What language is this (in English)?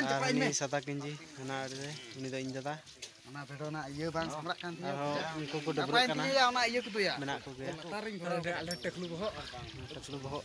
Santali